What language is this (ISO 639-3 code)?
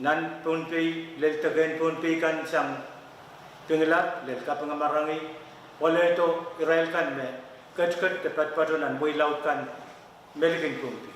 pon